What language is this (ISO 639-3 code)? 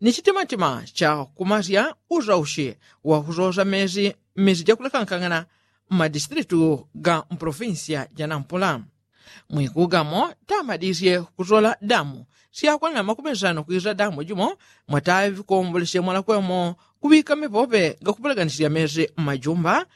yao